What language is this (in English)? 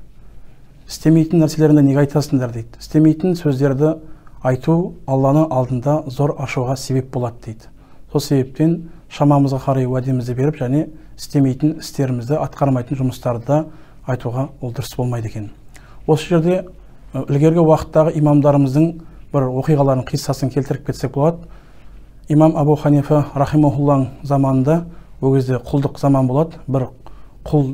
Kazakh